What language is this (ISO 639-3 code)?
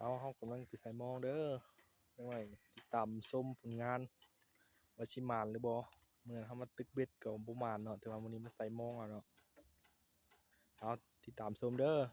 lao